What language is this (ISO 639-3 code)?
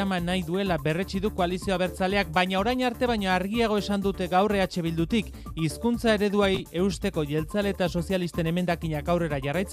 eus